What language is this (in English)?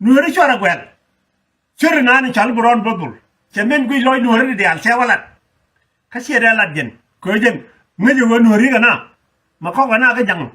Nuer